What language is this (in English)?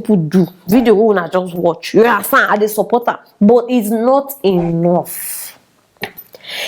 Nigerian Pidgin